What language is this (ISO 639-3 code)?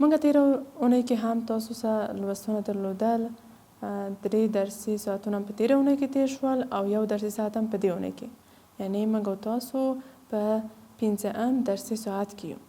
pus